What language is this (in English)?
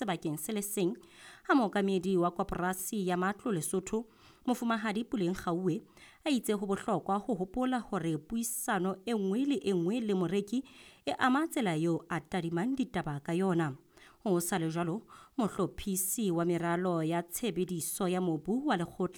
Southern Sotho